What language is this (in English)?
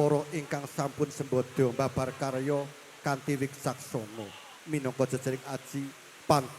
Javanese